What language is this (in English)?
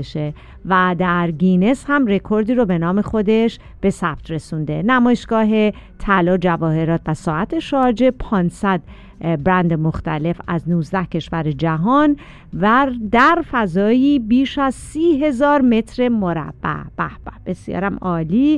Persian